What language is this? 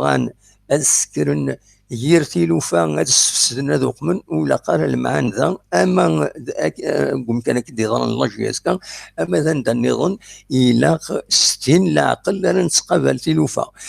Kabyle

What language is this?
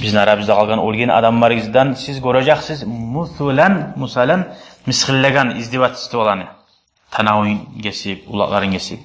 Kumyk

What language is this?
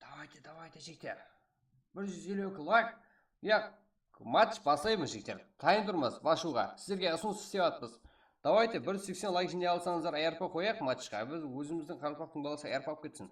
Kara-Kalpak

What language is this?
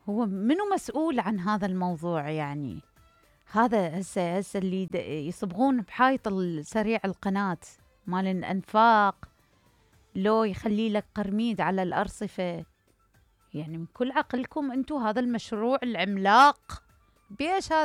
Mesopotamian Arabic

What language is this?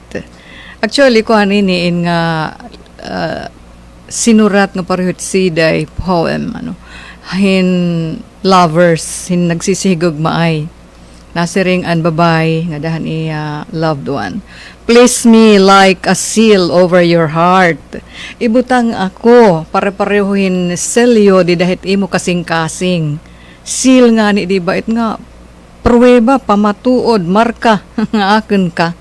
Waray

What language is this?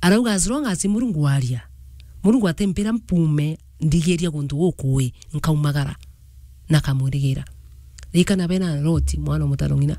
Meru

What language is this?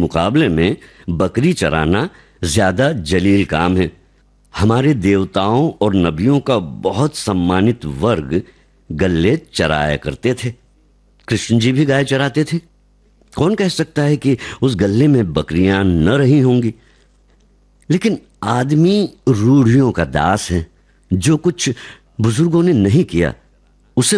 Hindi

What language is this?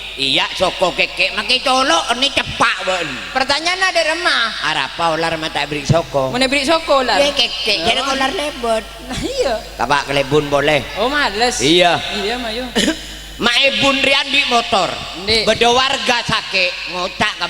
Madurese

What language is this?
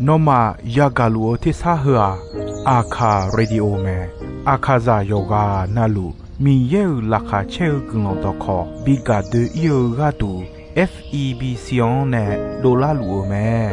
Akha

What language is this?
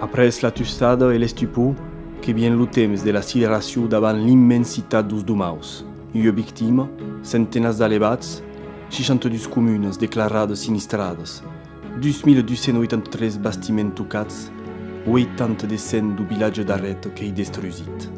Occitan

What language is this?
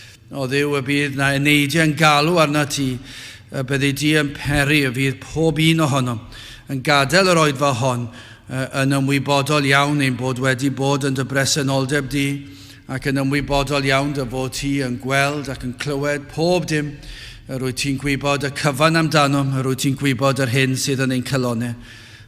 Welsh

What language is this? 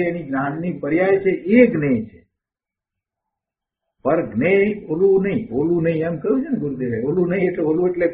Gujarati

